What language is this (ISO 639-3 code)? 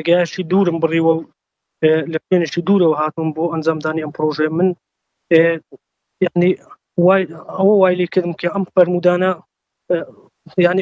ckb